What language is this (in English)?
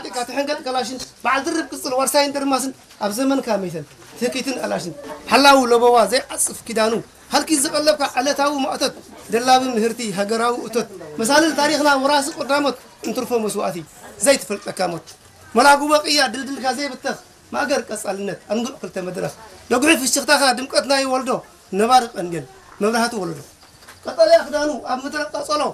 Tigrinya